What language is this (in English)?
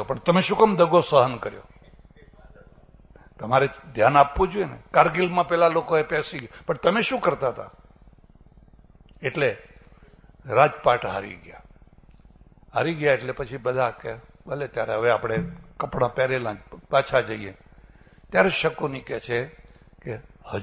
Gujarati